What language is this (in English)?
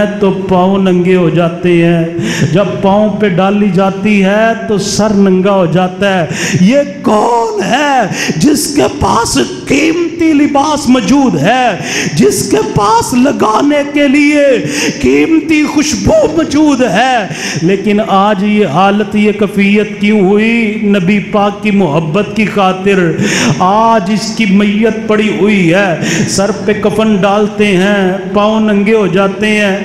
Urdu